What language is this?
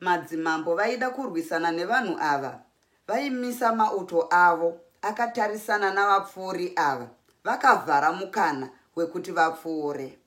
Shona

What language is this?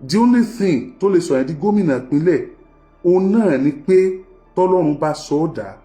Yoruba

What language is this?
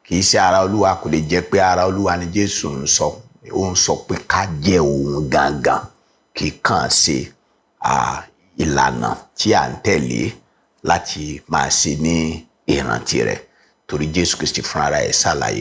Yoruba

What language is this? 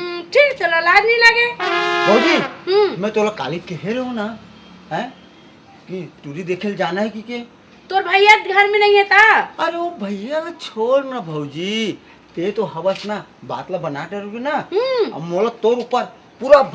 Chhattisgarhi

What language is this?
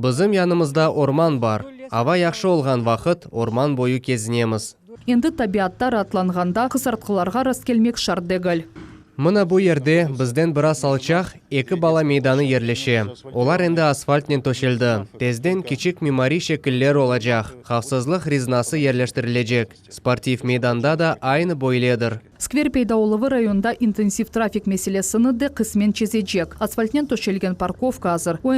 Crimean Tatar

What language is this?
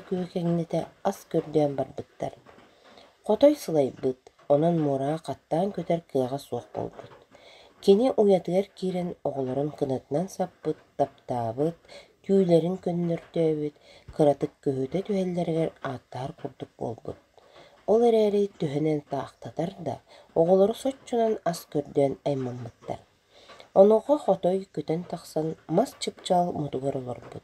Yakut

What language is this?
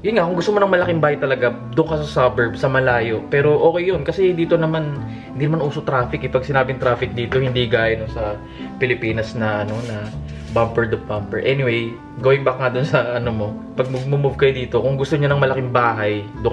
Filipino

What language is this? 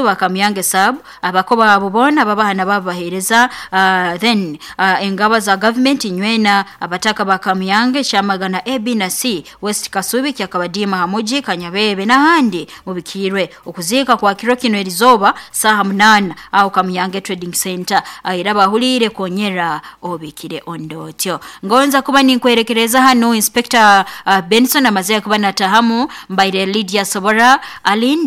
Nyoro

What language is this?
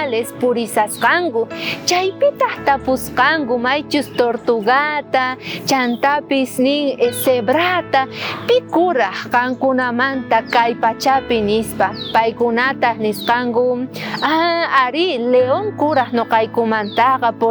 South Bolivian Quechua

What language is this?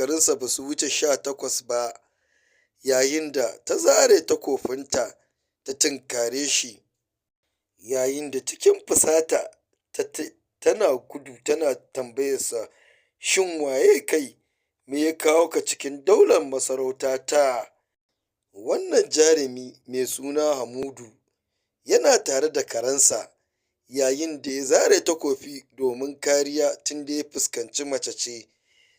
Hausa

